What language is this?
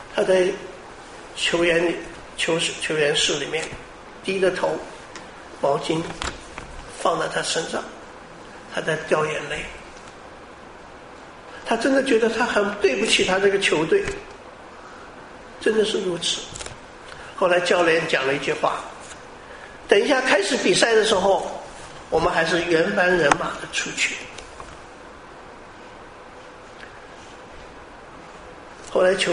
Chinese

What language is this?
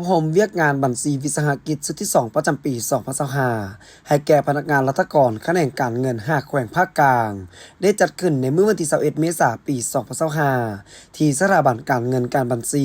Lao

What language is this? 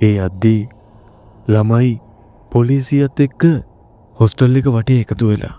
Sinhala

